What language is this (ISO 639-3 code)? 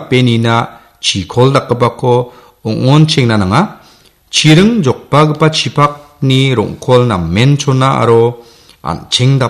grt